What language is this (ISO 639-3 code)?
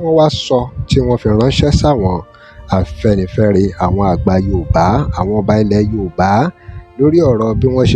yor